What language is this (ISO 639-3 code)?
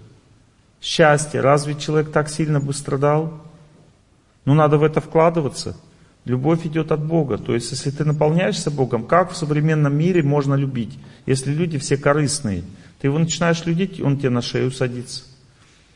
rus